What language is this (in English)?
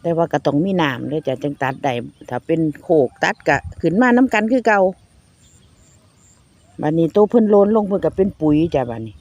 Lao